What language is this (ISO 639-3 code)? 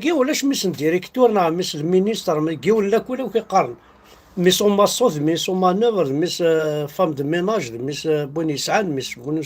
kab